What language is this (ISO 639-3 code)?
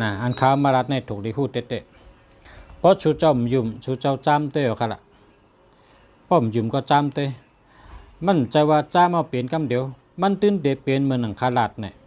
shn